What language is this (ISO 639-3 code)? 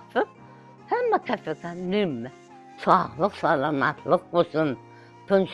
crh